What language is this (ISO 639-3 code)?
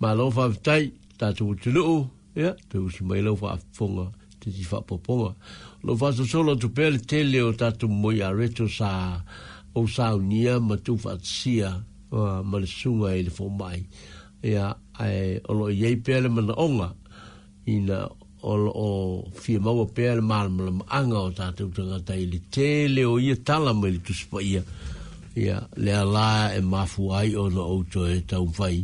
smo